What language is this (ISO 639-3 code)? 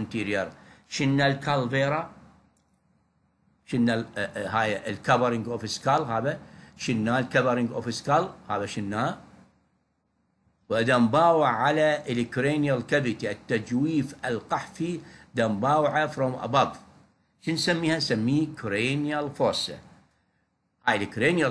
acm